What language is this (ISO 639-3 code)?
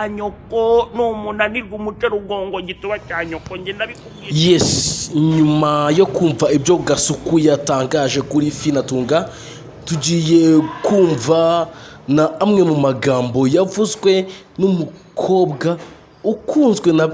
kin